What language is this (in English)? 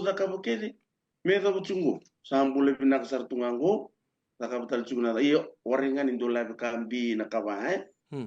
Fijian